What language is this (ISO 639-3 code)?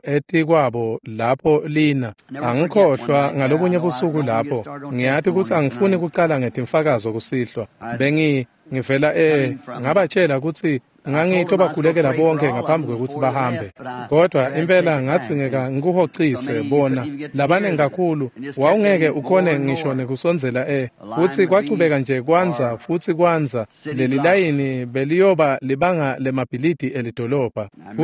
ssw